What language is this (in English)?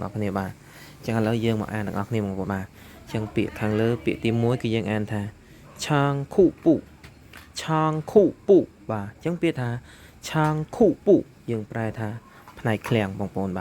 Khmer